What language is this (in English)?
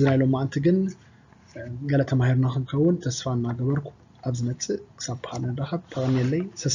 Tigrinya